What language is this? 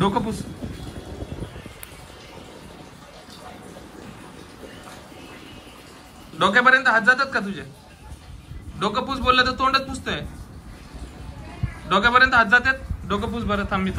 Marathi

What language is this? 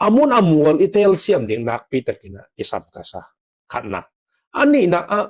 Tedim Chin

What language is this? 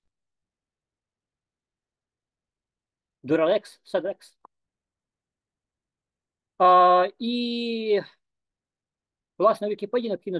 Ukrainian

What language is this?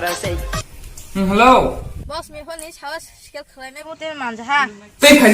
Kok Borok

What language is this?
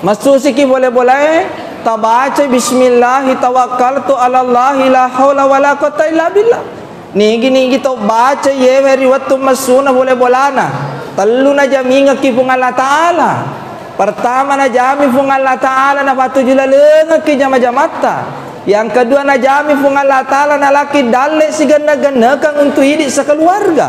Buginese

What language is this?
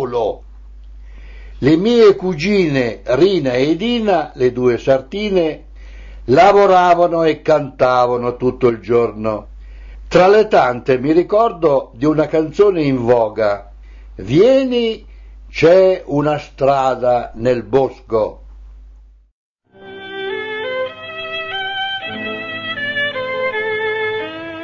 Italian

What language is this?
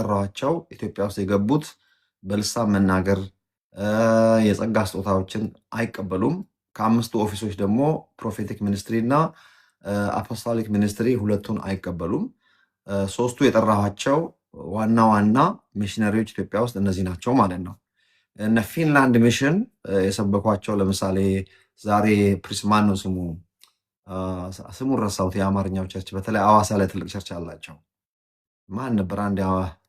Amharic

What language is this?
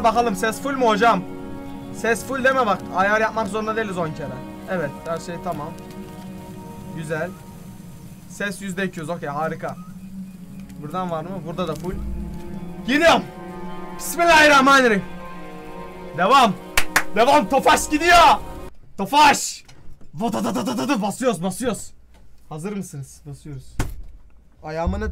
Turkish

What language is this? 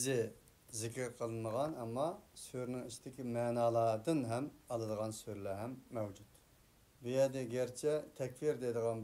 Uyghur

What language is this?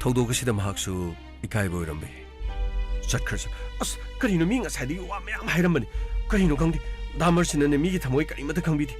Manipuri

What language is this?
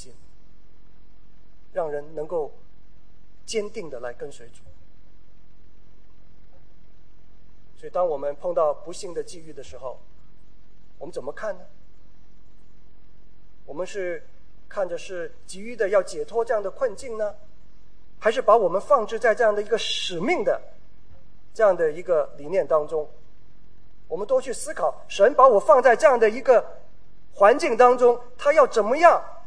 Chinese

